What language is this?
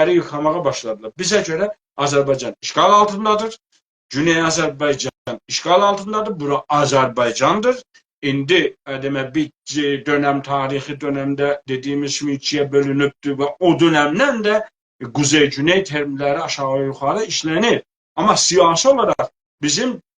South Azerbaijani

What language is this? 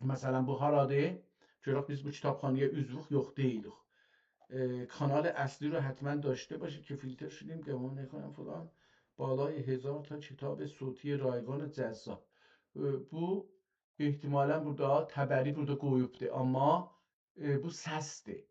South Azerbaijani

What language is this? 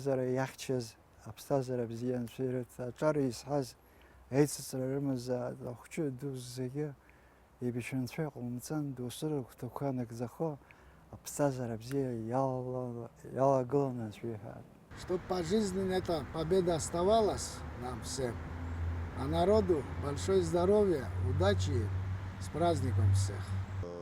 Abkhazian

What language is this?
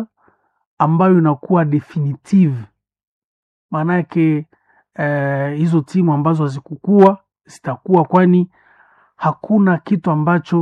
Swahili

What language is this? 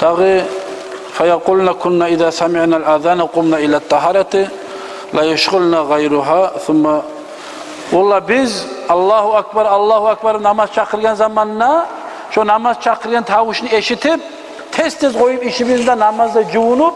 Kumyk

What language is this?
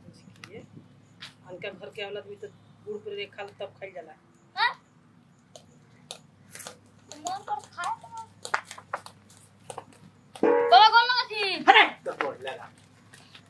Bhojpuri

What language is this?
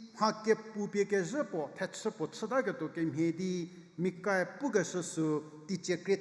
Angami Naga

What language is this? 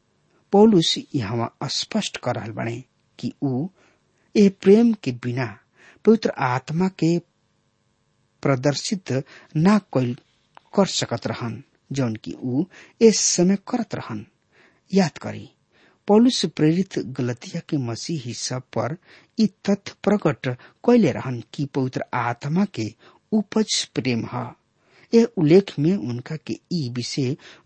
Bhojpuri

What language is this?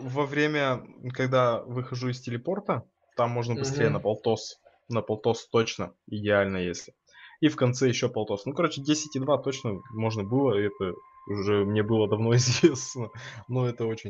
Russian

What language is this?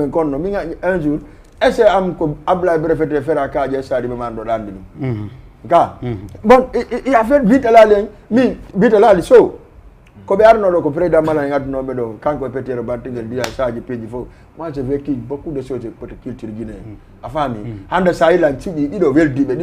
Fula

